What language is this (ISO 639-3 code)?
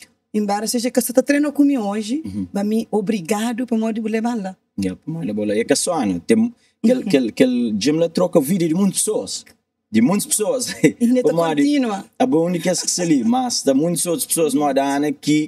kea